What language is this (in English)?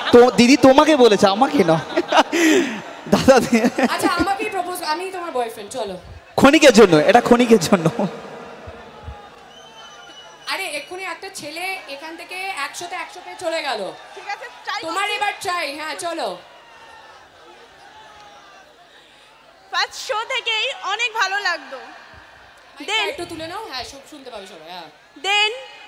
Bangla